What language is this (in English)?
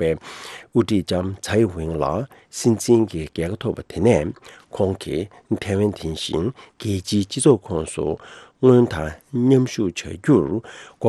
Tibetan